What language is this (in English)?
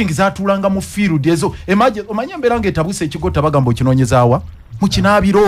Ganda